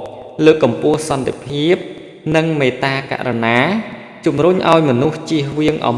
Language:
Khmer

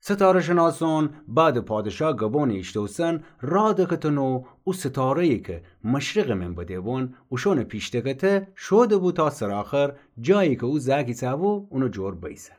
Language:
Gilaki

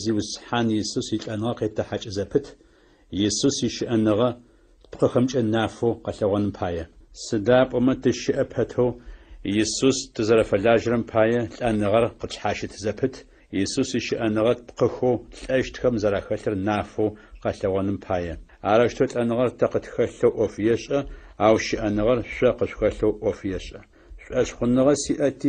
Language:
Adyghe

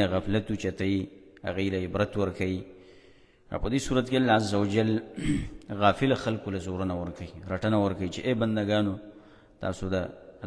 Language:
Pashto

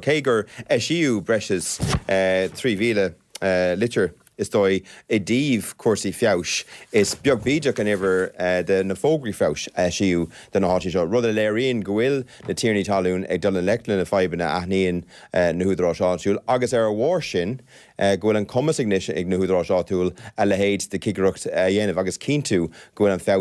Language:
Irish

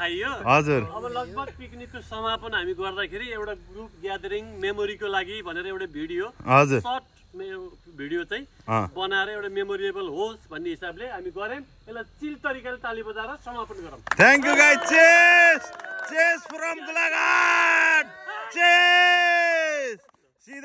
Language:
Nepali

